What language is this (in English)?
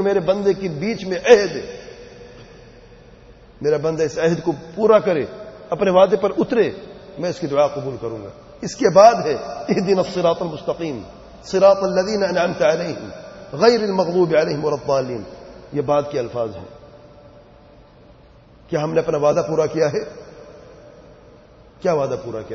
Urdu